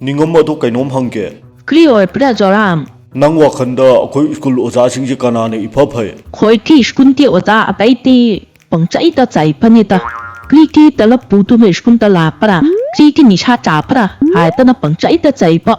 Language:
Manipuri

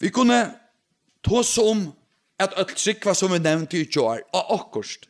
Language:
Faroese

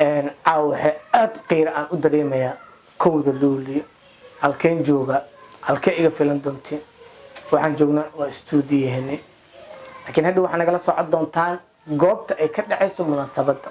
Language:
Somali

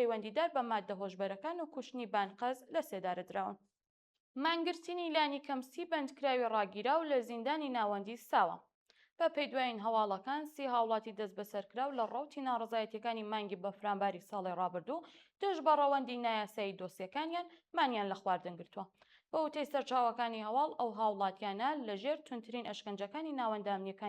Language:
Central Kurdish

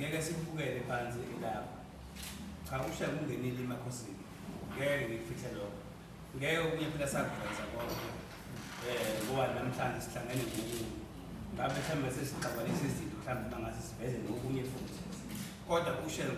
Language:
Zulu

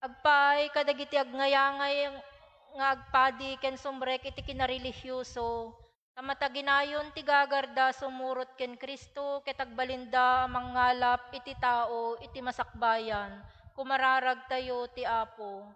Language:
Iloko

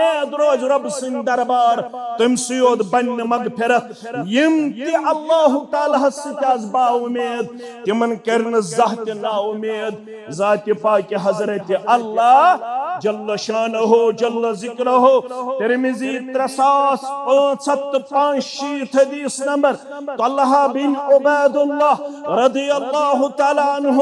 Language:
Kashmiri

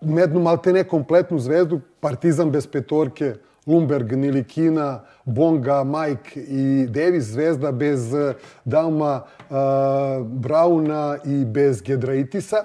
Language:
Serbian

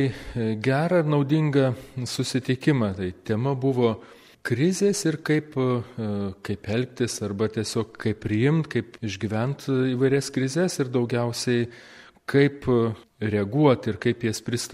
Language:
Lithuanian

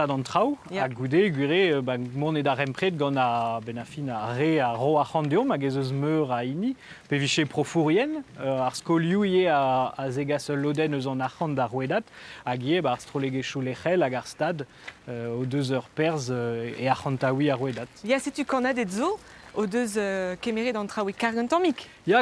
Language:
Breton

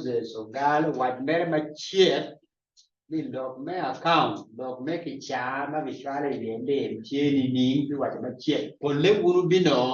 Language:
Acoli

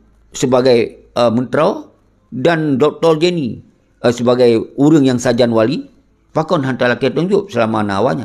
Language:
Achinese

